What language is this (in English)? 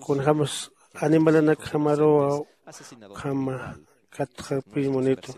Aymara